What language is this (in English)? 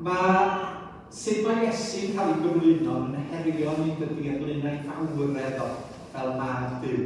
Welsh